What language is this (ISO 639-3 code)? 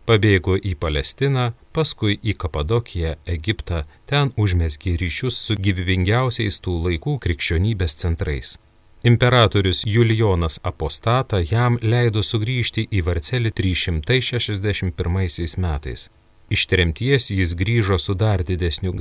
lit